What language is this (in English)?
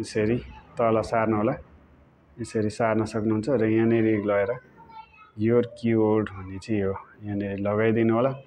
Nepali